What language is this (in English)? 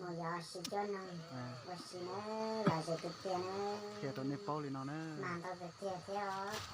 Hmong